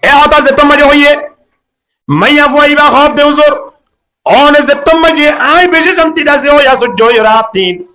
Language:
Rohingya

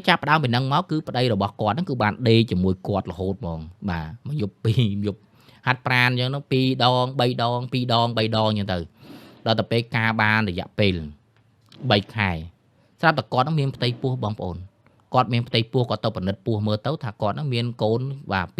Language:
Khmer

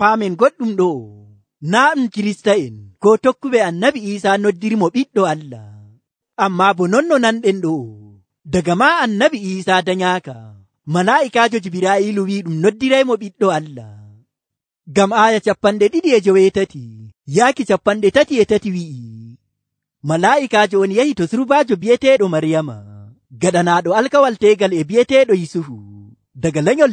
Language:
Nigerian Fulfulde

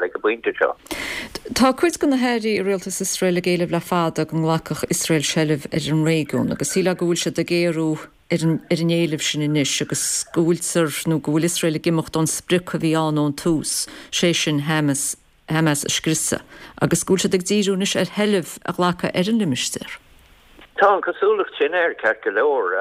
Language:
Irish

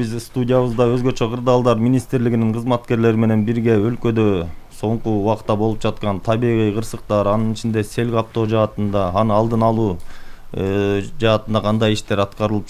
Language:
Kyrgyz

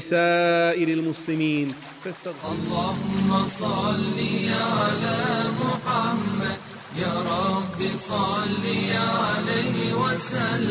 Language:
Bosnian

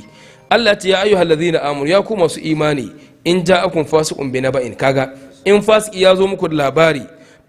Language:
Hausa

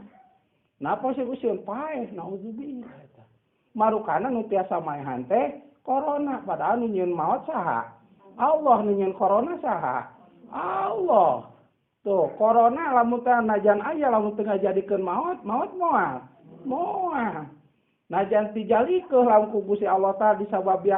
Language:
Sundanese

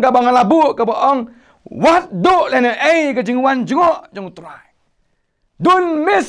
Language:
Khasi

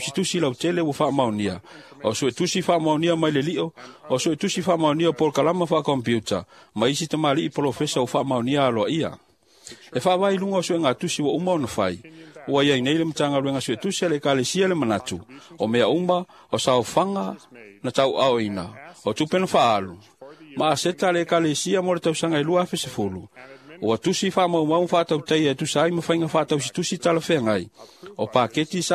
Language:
Samoan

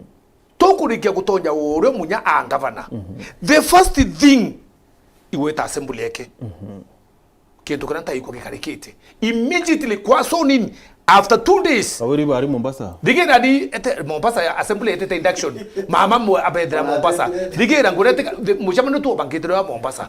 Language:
Meru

